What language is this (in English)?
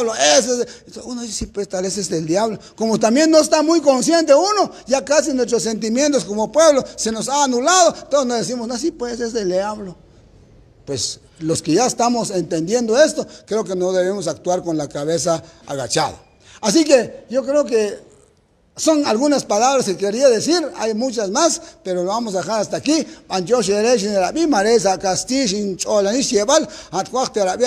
Kekchí